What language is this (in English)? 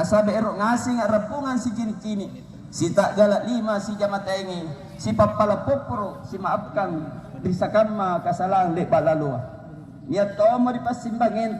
Makasar